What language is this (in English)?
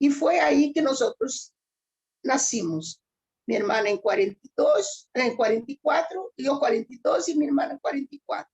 Ladino